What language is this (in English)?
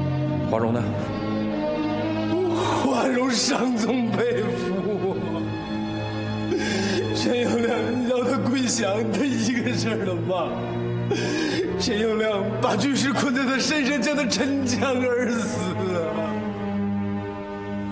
Chinese